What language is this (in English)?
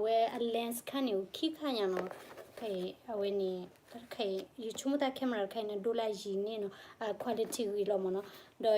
S'gaw Karen